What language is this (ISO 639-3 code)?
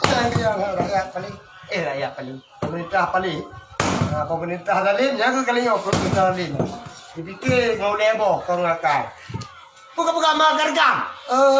ace